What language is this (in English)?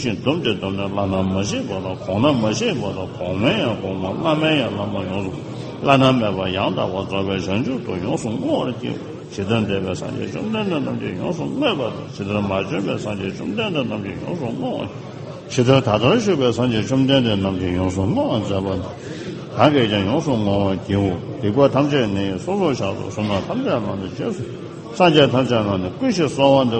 Tibetan